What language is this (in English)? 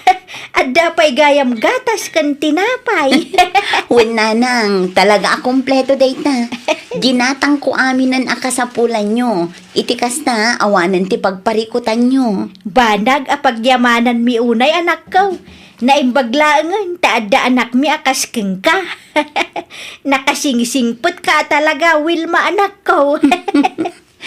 Iloko